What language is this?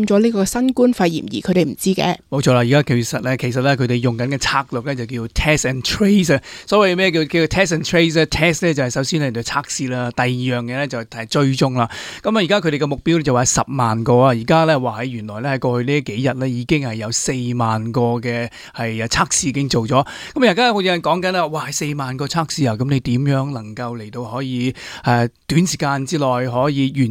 Cantonese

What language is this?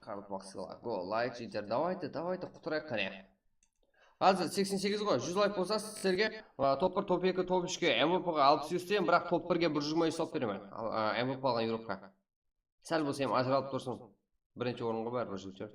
Kara-Kalpak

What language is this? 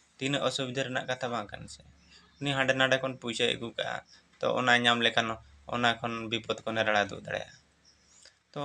Santali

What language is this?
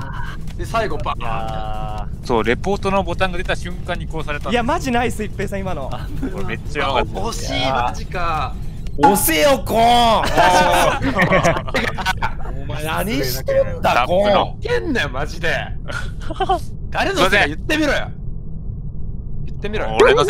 Japanese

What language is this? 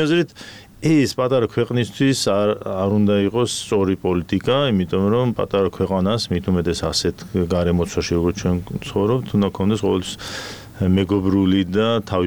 Georgian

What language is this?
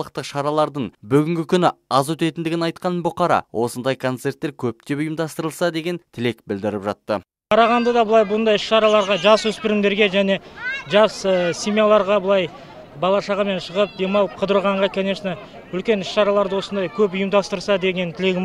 Kazakh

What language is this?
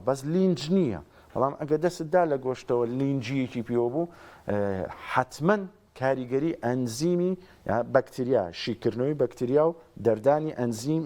Central Kurdish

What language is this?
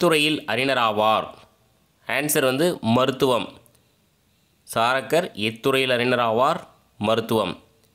Tamil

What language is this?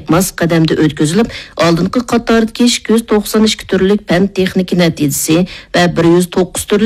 Uyghur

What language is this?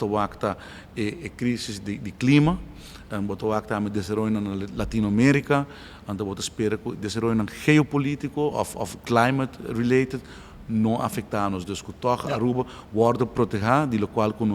Papiamento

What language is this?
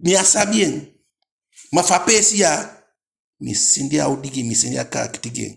Eastern Maroon Creole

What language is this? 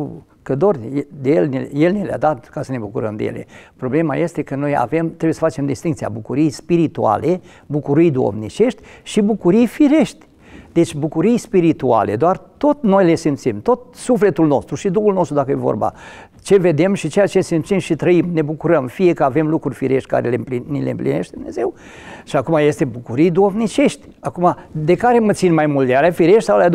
Romanian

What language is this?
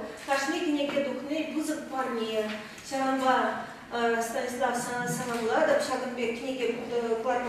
Chuvash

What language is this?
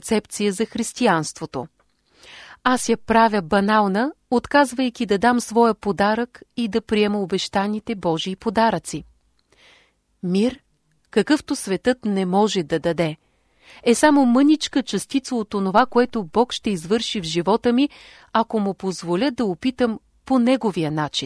Bulgarian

